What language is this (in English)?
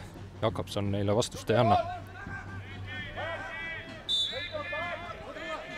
Estonian